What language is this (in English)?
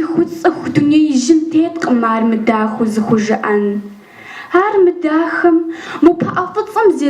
Kabardian